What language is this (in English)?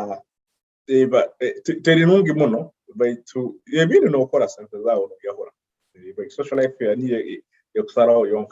Nyoro